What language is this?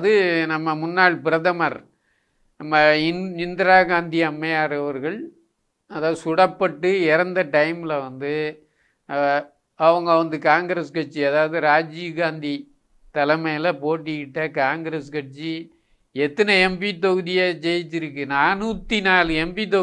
Tamil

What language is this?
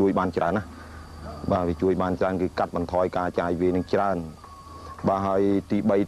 Khmer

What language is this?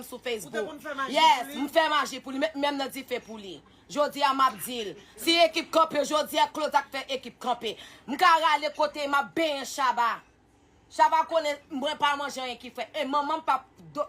Haitian Creole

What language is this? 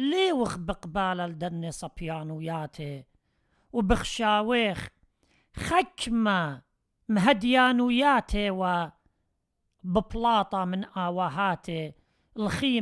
Assyrian Neo-Aramaic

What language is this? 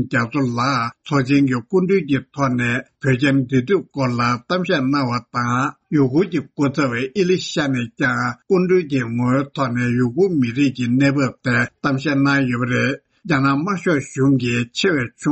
Tibetan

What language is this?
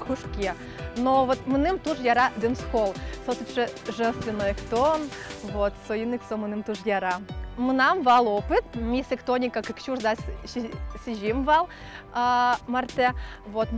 Udmurt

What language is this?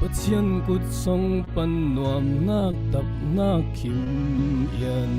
Falam Chin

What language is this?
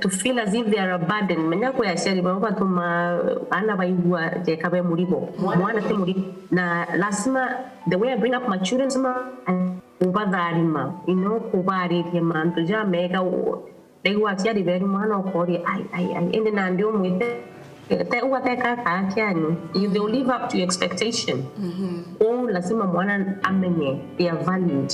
Meru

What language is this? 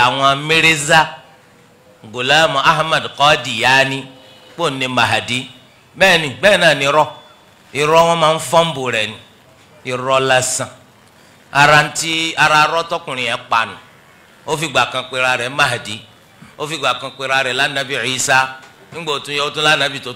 Yoruba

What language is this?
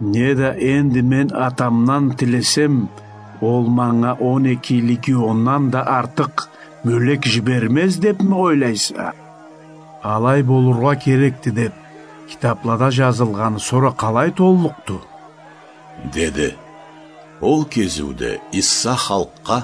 Karachay-Balkar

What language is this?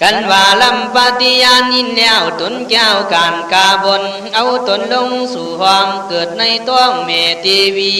Khün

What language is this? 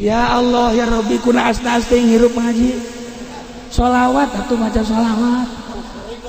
Sundanese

